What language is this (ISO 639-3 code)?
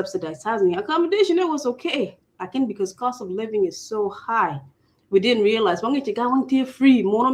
ach